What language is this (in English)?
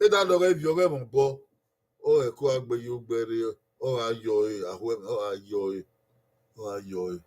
Bini